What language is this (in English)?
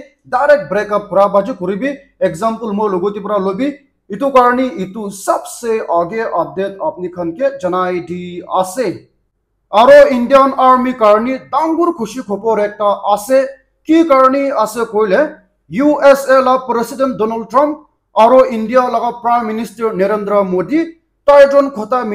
Naga Pidgin